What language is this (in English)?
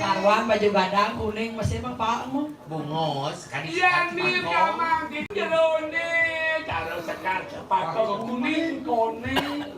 Balinese